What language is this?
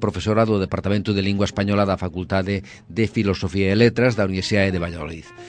Galician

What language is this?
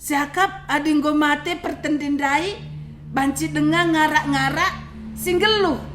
Batak Karo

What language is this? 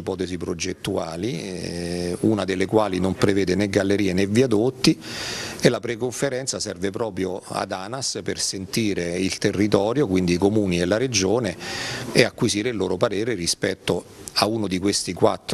Italian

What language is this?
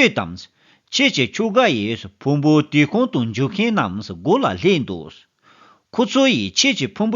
Tibetan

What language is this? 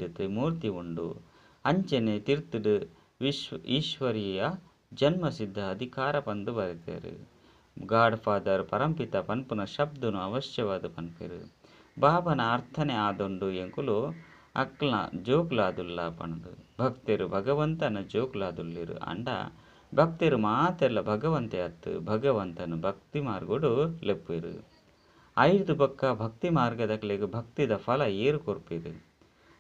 Tulu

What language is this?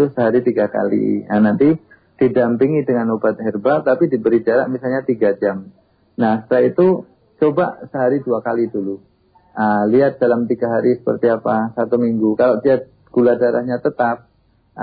Indonesian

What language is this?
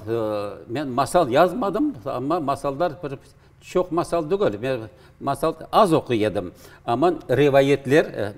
Crimean Tatar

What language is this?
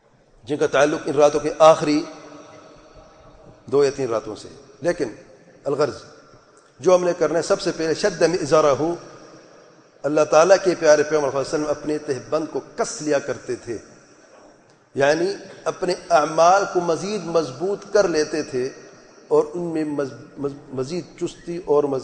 Urdu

